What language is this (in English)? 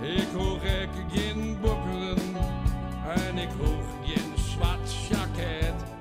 Western Frisian